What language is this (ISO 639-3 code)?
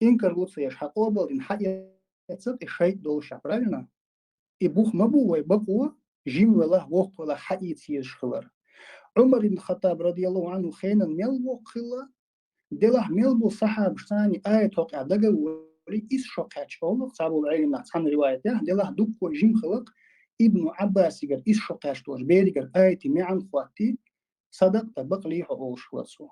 che